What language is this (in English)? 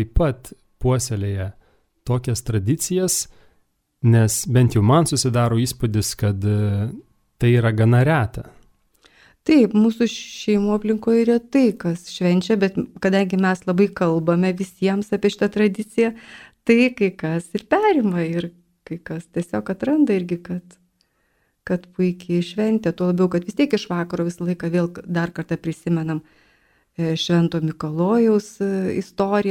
Lithuanian